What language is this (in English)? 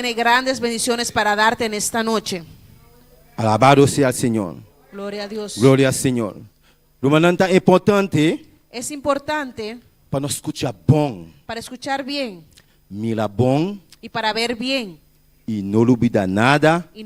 Papiamento